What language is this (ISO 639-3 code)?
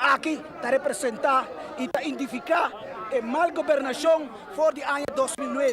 pap